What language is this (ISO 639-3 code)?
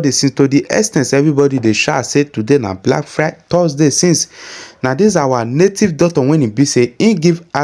pcm